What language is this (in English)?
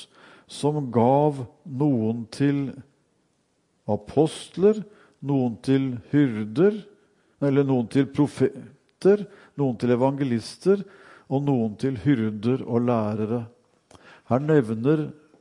Norwegian